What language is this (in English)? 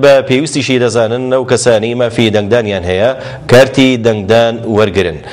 Central Kurdish